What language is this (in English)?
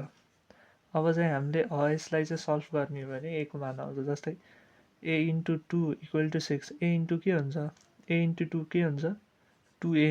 Nepali